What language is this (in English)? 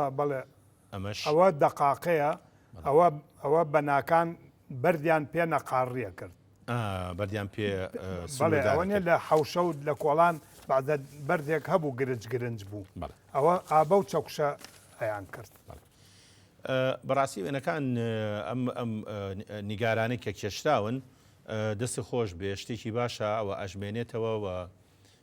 Central Kurdish